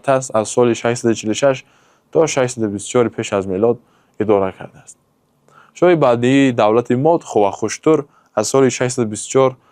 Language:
Tajik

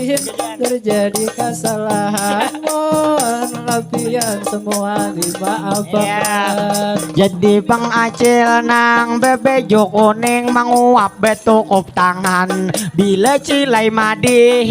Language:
Banjar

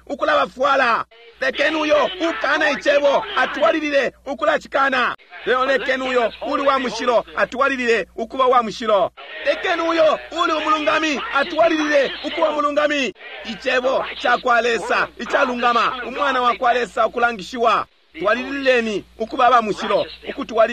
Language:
Bemba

